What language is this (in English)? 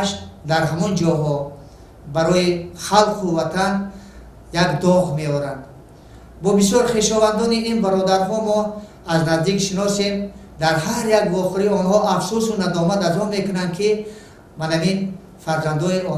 Tajik